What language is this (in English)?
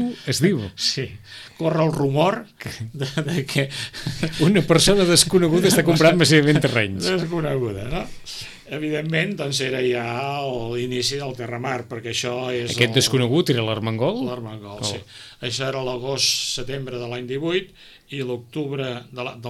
Catalan